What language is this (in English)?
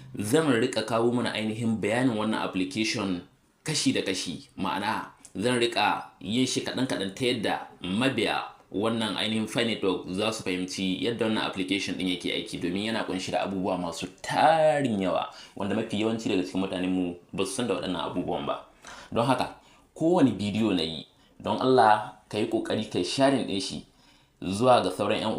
Hausa